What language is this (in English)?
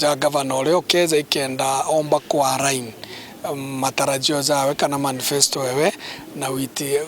Meru